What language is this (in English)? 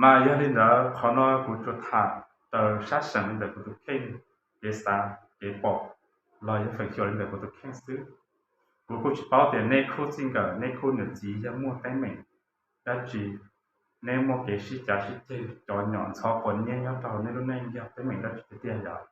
Hmong